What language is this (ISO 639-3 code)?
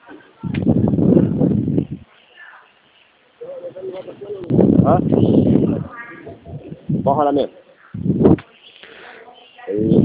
por